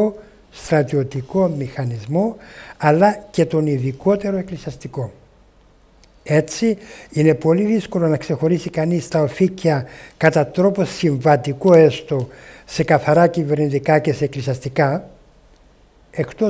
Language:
Greek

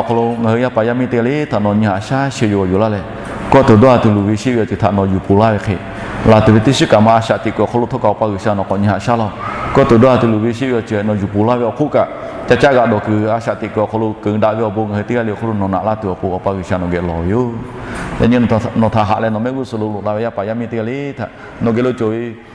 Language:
Lahu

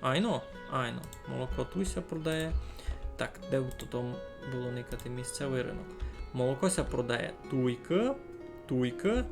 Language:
Rusyn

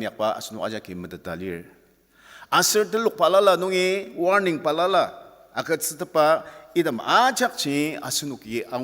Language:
Ao Naga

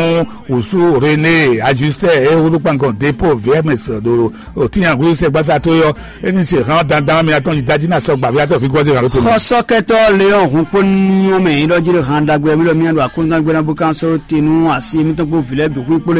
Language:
Fon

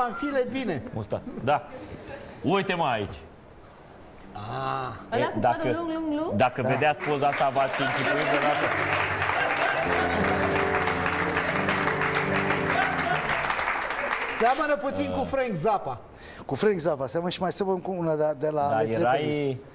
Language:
Romanian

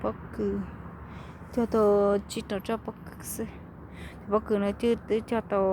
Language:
Hmong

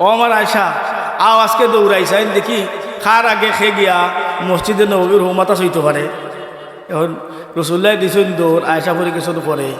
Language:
Sylheti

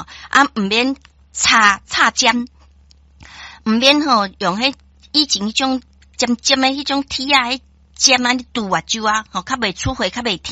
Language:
Min Nan Chinese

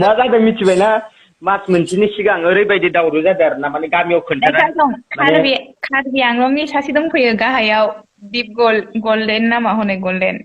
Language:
Bodo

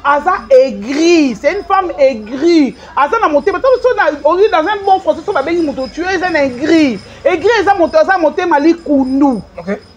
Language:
Lingala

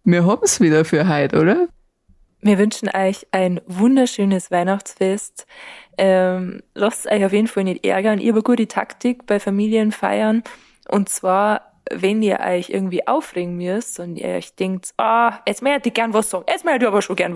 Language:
Bavarian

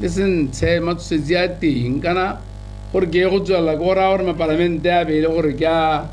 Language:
Tswana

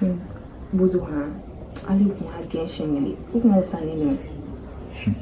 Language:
Bambara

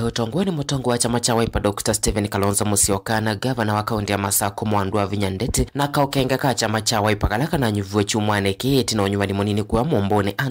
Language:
Kamba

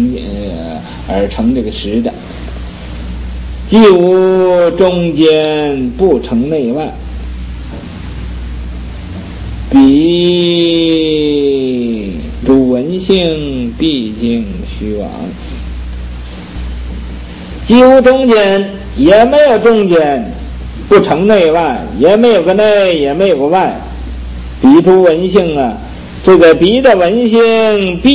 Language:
Chinese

